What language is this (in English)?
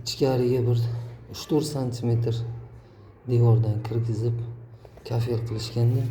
Uzbek